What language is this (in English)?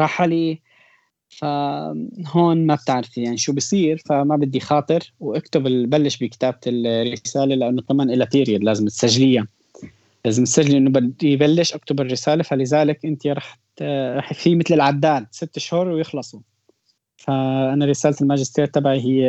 North Levantine Arabic